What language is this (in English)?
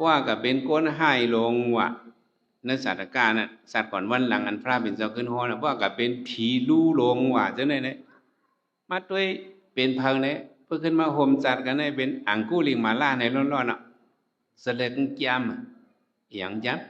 Shan